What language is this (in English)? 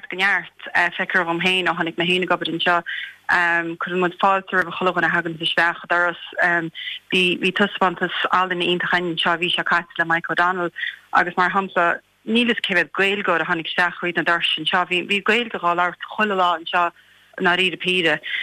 Irish